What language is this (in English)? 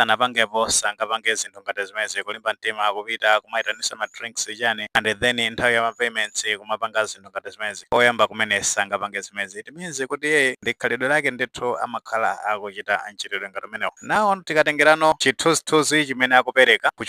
Nyanja